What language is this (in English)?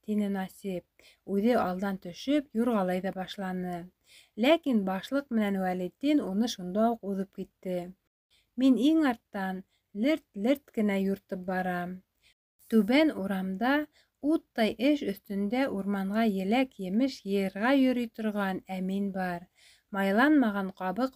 Bashkir